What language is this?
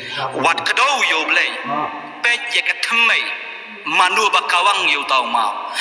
Khasi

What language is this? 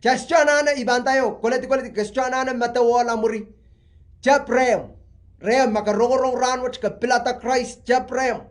Pohnpeian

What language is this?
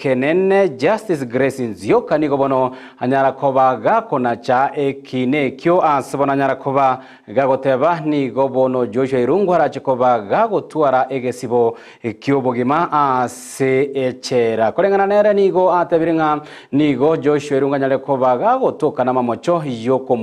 Gusii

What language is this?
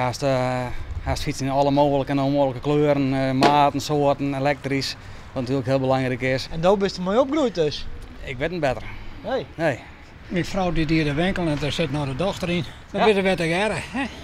Western Frisian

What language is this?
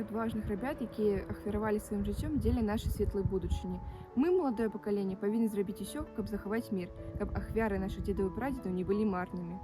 Belarusian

